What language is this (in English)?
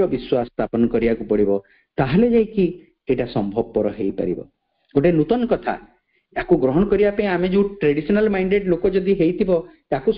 Odia